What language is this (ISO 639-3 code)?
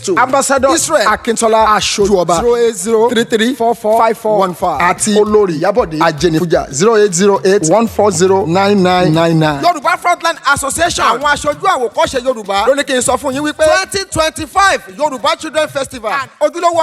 yor